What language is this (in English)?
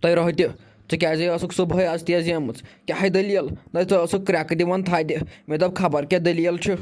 Kashmiri